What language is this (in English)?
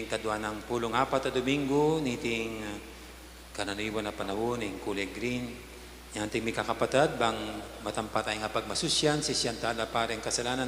Pampanga